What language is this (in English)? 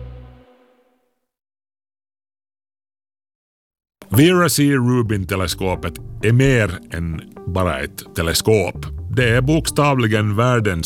Swedish